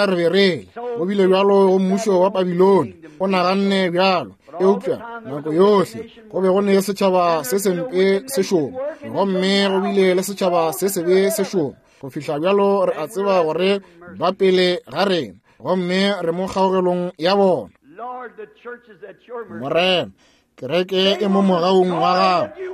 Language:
Northern Sotho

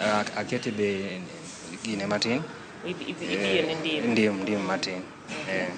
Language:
Luo (Kenya and Tanzania)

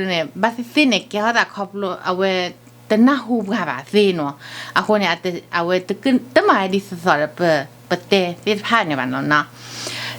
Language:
S'gaw Karen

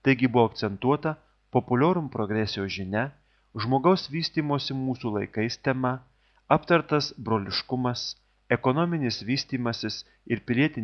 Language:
Lithuanian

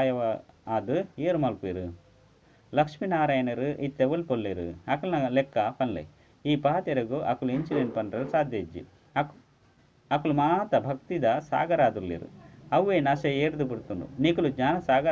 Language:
Tulu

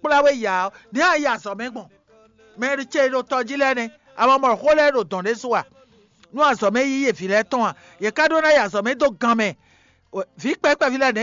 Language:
Fon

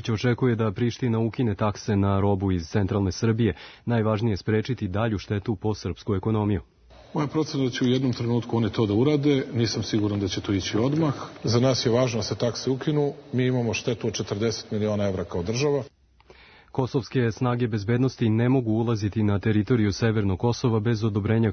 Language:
Serbian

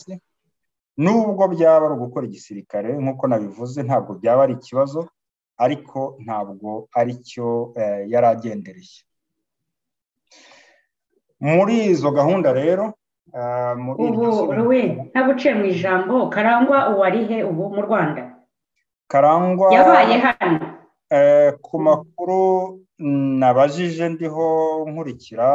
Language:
Kinyarwanda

